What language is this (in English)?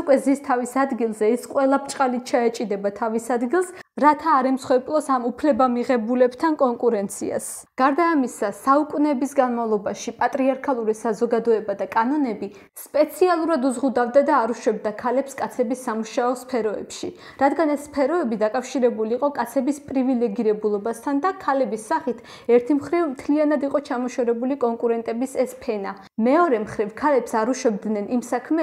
Georgian